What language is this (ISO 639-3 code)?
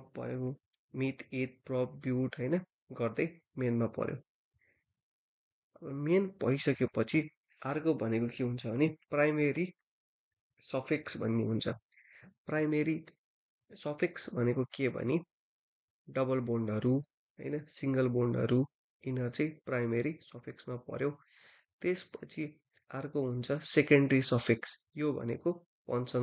nep